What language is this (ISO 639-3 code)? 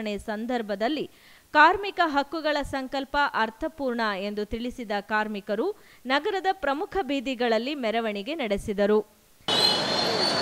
kan